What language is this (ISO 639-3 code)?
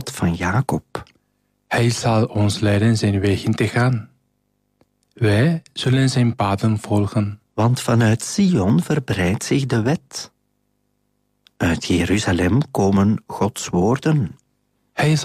nld